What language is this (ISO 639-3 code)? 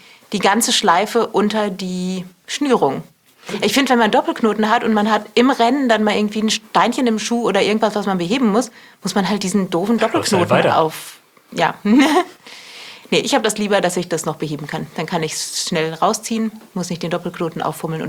deu